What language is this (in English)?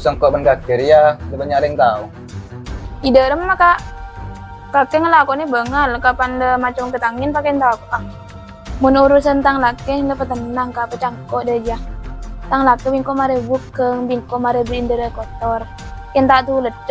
Madurese